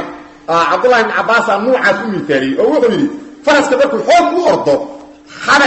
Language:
Somali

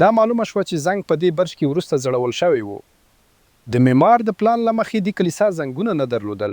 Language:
Pashto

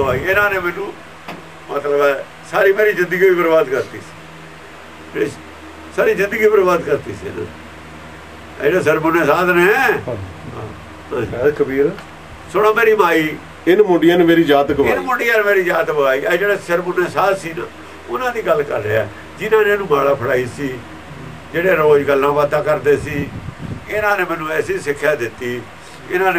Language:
Punjabi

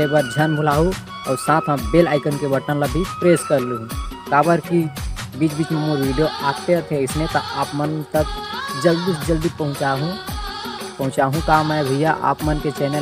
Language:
Chhattisgarhi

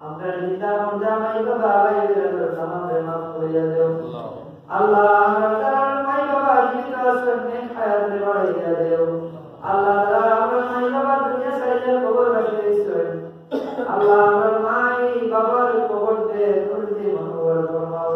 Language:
Sylheti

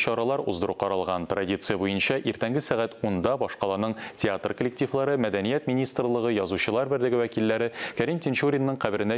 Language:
Tatar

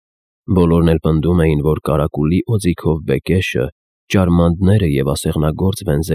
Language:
Armenian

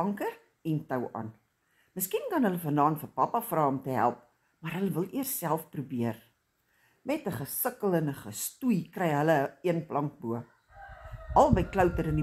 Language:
Afrikaans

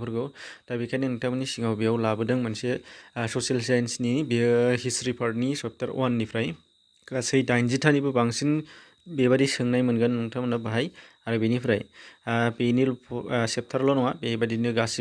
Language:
Bodo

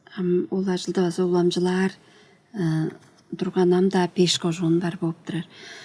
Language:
Tuvinian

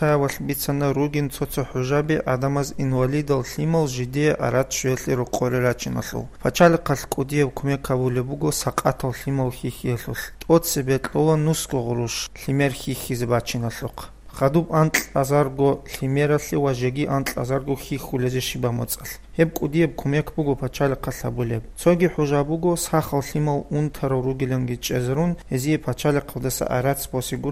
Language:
Avaric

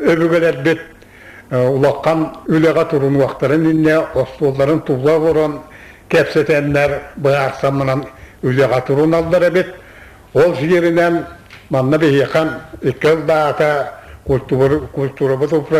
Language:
Yakut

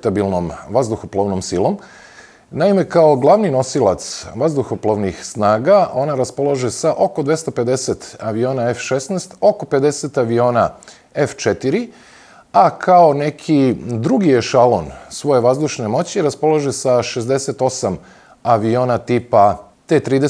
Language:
Serbian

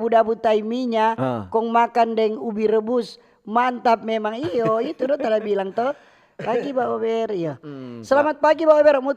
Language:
Manado Malay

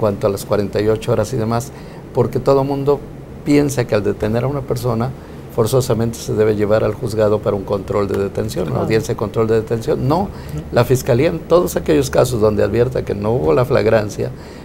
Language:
Spanish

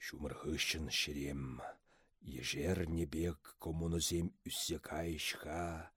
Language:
Chuvash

